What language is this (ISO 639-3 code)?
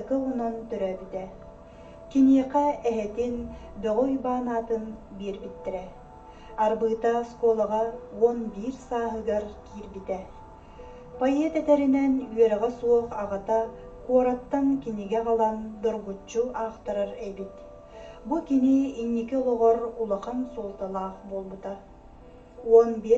sah